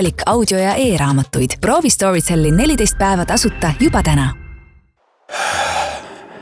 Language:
Estonian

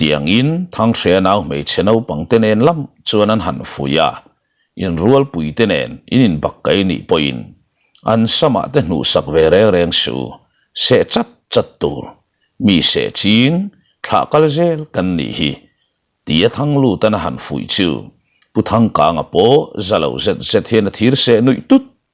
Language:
Mizo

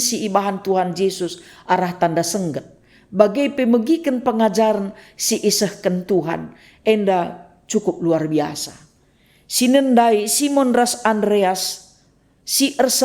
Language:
Batak Karo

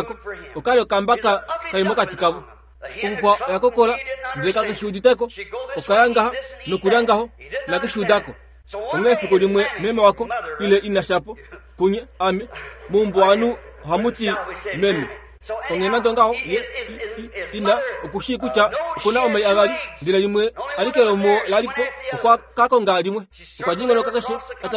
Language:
Kuanyama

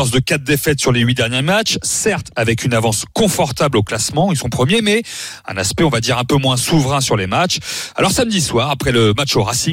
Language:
French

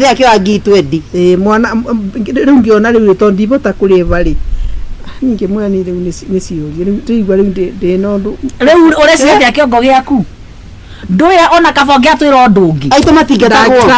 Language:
Kikuyu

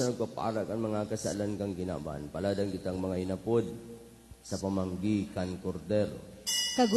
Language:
Bikol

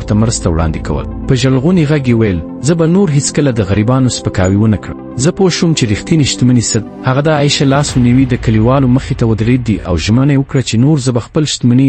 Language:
Pashto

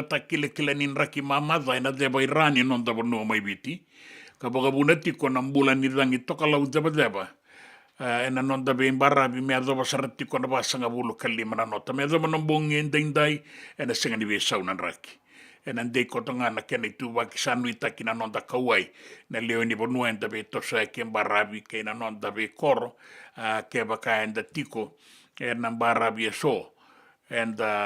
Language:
Fijian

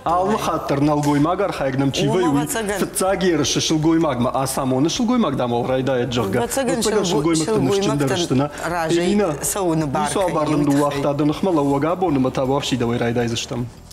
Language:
Ossetic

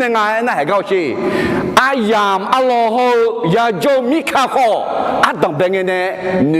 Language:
Akha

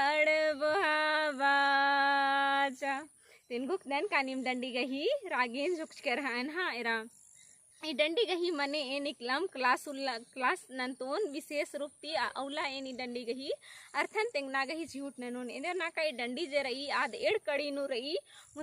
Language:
Kurukh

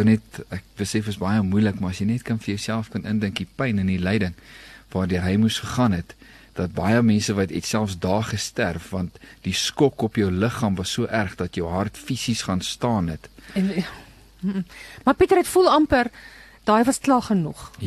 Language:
Afrikaans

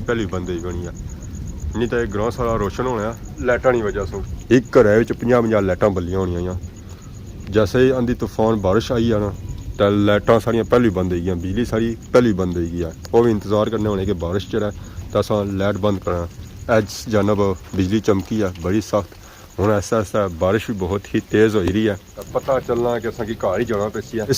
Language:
Pahari-Potwari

